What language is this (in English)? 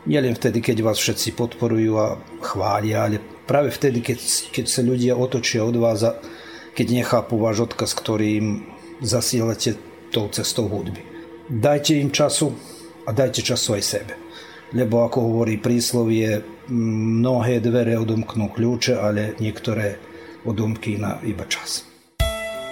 Slovak